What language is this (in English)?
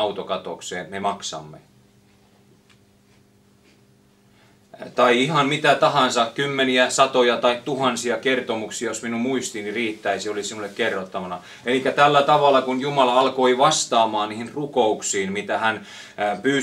Finnish